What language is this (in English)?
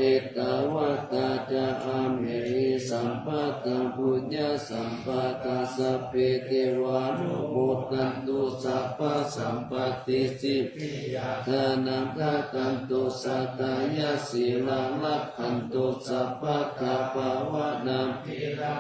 Pali